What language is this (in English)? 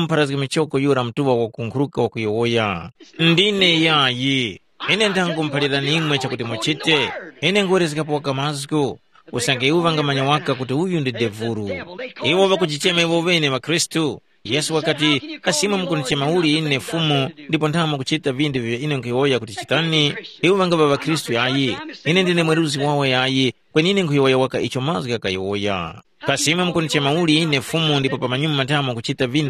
Tumbuka